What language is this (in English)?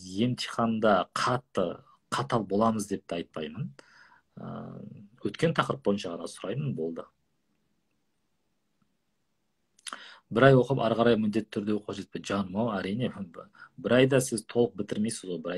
Kazakh